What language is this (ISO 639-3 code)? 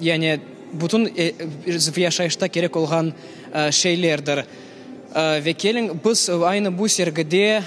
crh